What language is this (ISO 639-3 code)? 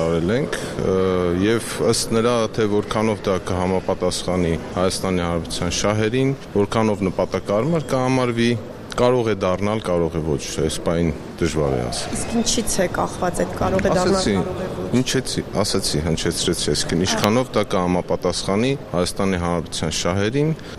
hye